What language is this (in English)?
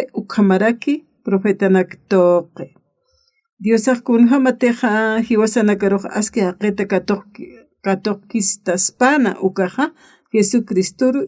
Aymara